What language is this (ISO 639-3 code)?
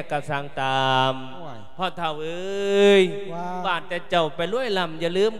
lao